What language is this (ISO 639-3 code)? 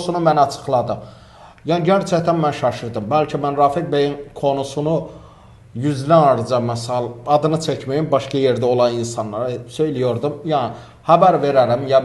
aze